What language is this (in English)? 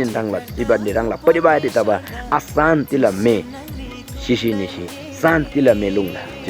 Eastern Tamang